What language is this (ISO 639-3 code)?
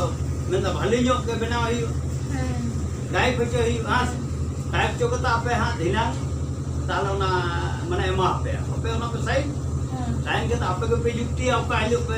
sat